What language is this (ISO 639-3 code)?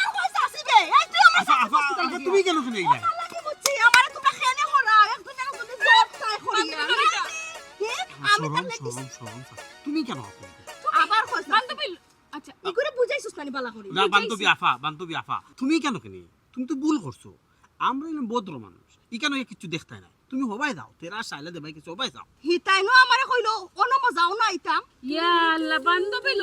syl